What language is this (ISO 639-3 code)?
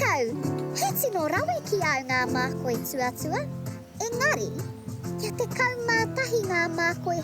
mri